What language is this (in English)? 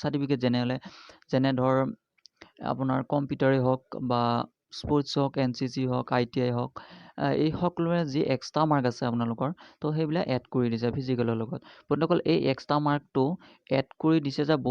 Assamese